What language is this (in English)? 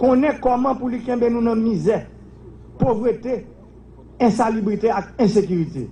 Haitian Creole